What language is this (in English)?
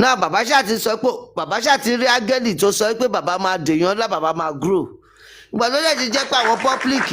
Yoruba